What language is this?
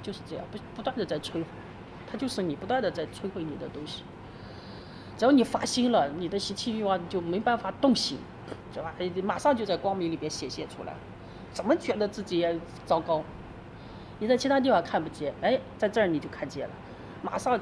Chinese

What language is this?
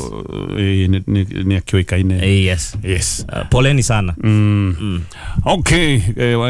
Kikuyu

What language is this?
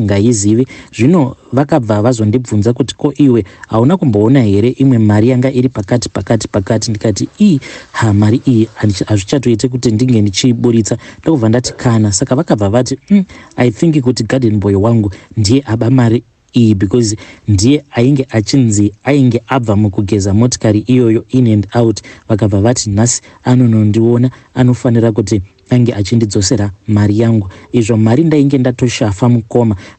Shona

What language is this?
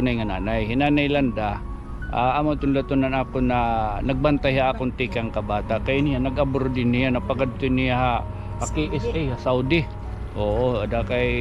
Waray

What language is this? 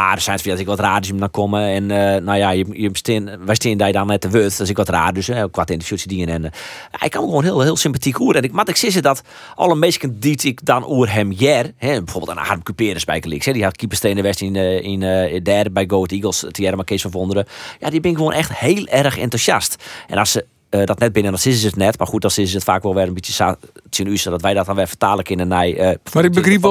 Western Frisian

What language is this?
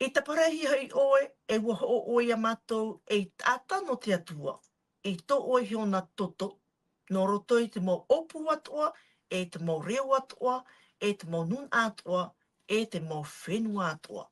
Tahitian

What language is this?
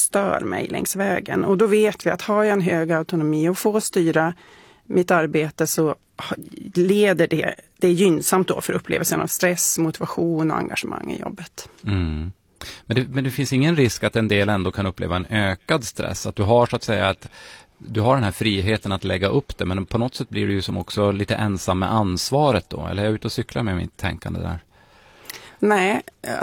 Swedish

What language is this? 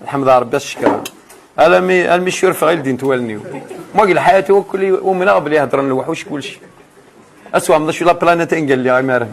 Kabyle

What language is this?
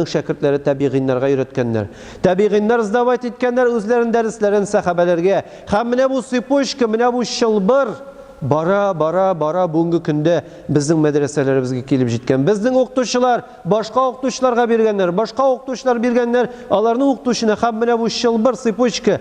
Tatar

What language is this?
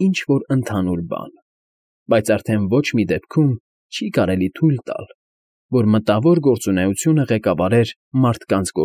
Armenian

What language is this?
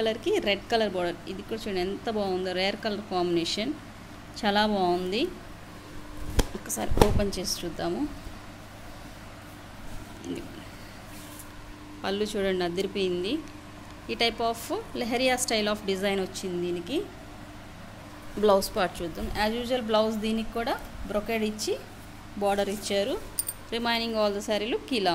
Telugu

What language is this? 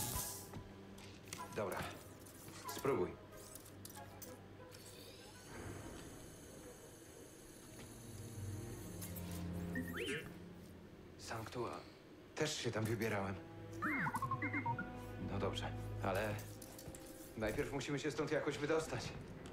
Polish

